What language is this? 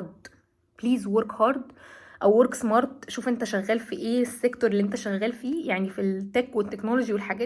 Egyptian Arabic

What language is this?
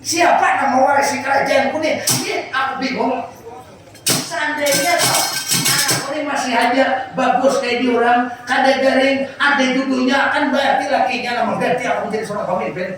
Banjar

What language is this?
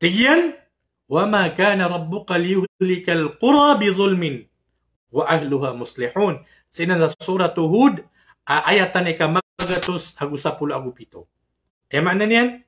Maranao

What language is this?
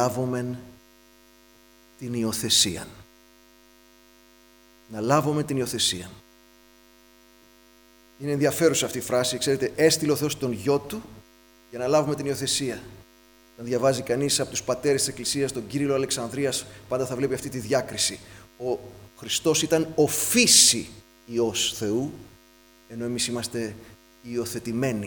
Greek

